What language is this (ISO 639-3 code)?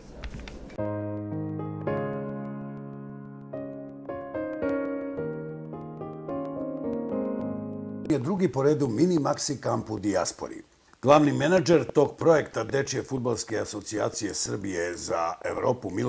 srp